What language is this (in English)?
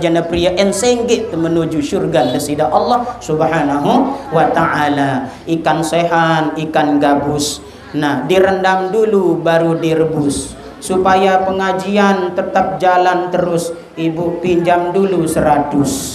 Sasak